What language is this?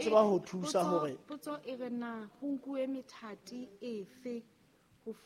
Southern Sotho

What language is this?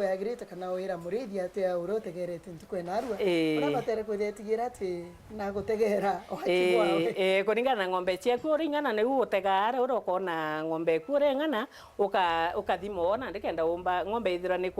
Meru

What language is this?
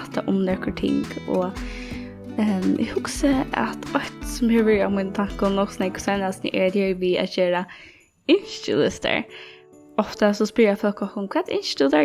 Faroese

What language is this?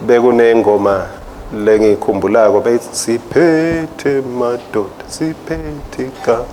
Swati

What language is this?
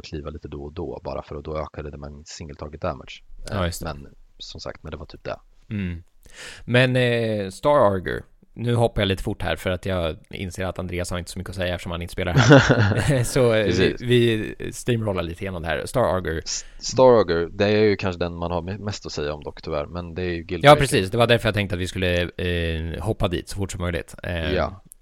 Swedish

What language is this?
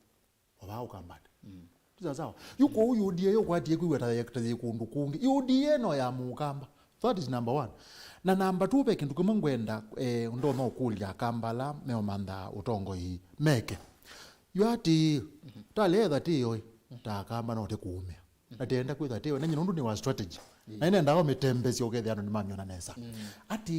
Kamba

